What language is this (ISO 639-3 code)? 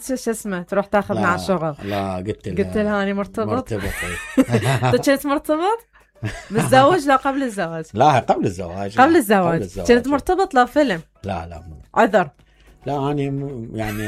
acm